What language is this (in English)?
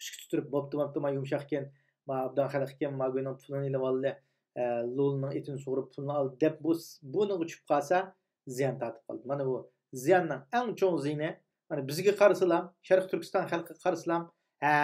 Uyghur